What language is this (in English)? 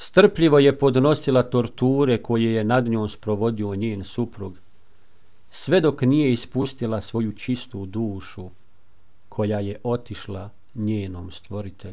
Bosnian